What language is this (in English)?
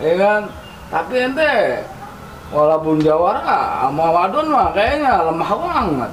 Betawi